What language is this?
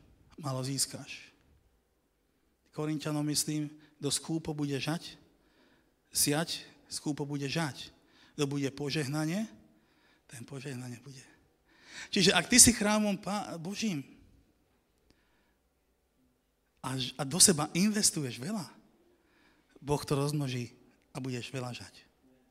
Slovak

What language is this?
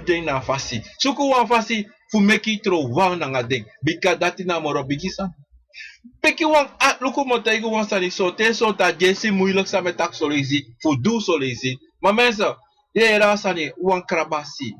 Sranan Tongo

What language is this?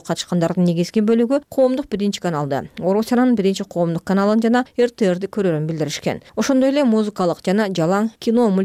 Kyrgyz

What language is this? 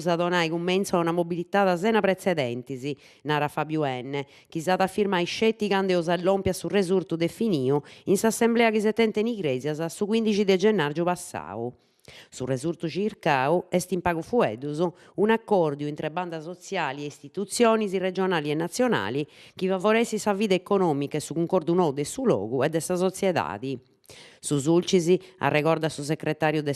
Sardinian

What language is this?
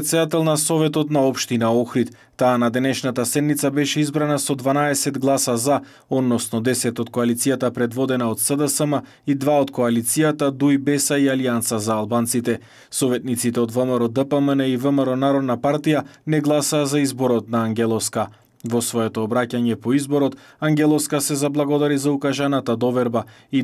Macedonian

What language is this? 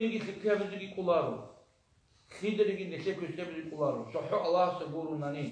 Avaric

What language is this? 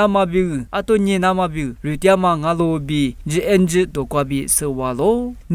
Lisu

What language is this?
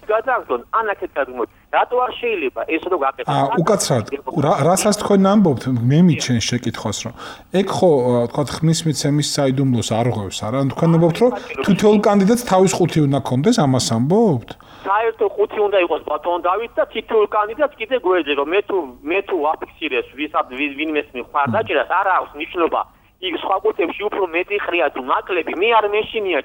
Georgian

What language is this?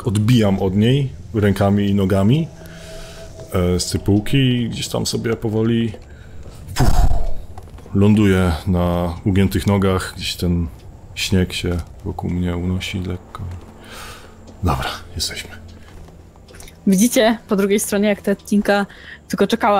Polish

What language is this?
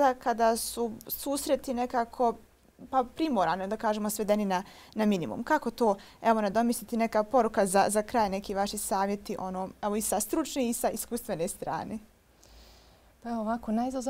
Bosnian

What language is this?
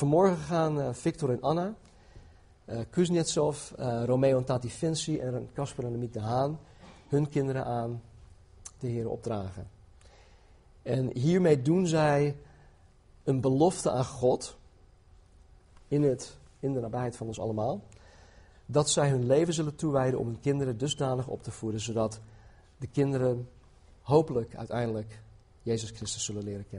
Dutch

